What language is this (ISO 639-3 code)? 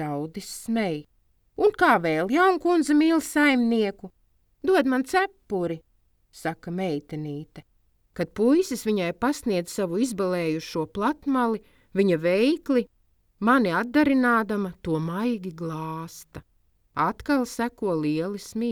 lav